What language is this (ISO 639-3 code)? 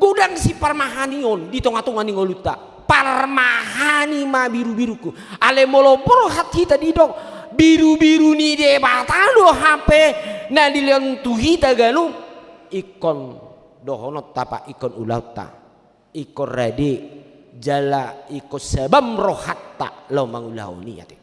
bbc